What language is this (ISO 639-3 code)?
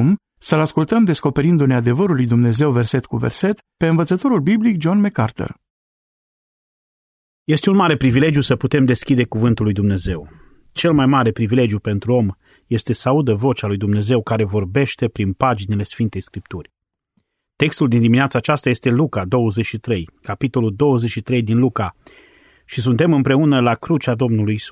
ron